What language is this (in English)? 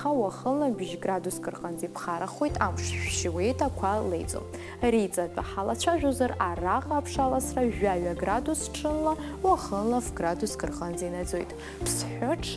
Abkhazian